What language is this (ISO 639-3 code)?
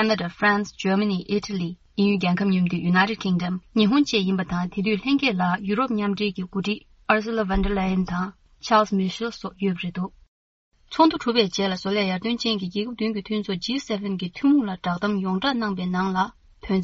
bod